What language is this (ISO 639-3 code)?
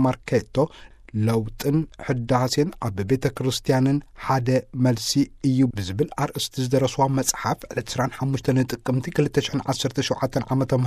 tir